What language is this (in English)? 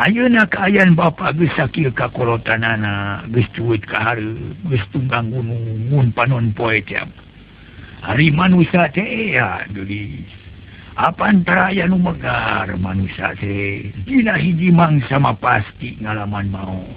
Sundanese